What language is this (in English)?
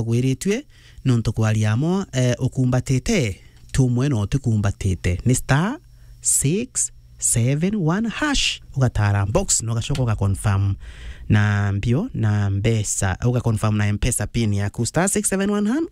Meru